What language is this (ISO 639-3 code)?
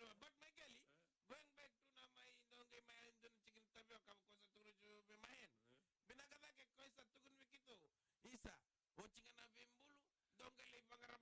fij